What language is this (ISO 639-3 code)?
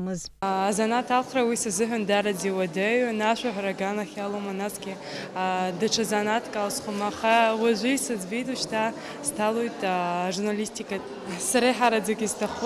abk